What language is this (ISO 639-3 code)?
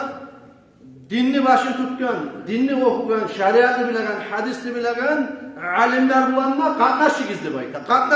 kum